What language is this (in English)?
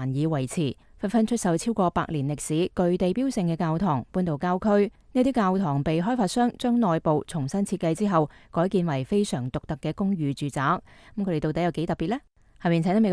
Cantonese